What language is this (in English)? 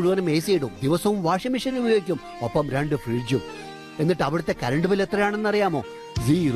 Malayalam